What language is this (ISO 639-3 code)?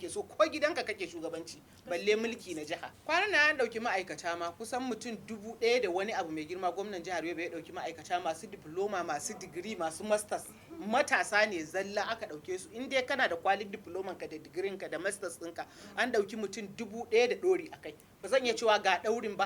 hau